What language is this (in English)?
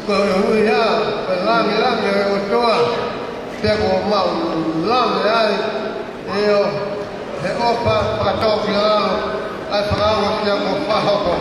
Tongan